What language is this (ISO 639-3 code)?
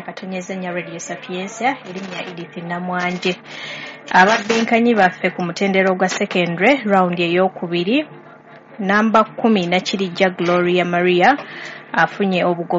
lug